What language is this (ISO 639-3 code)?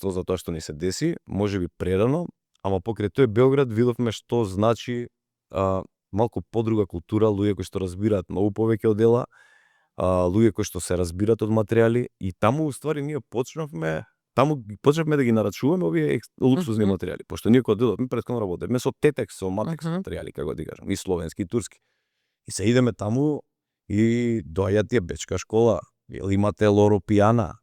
mkd